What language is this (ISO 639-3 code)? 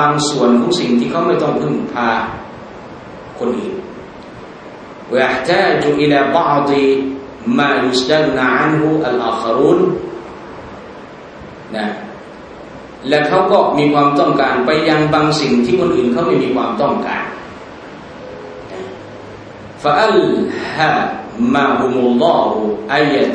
tha